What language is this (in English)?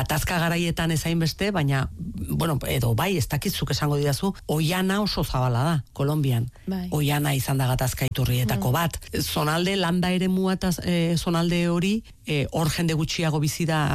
Basque